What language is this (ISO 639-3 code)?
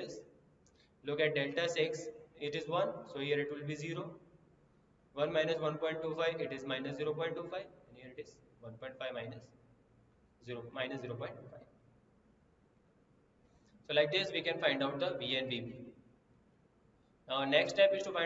eng